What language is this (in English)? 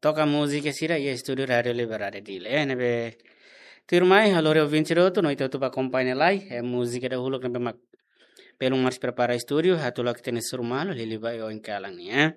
Tetum